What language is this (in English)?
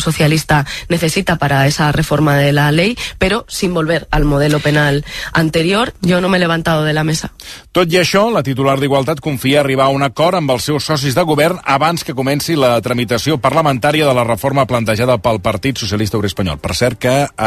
Catalan